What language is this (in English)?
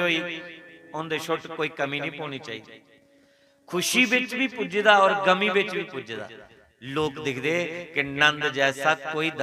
Dogri